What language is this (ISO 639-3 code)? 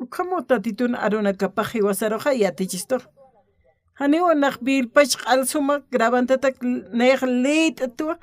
aym